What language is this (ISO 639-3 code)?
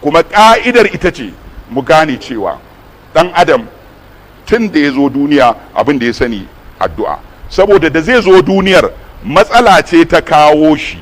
hau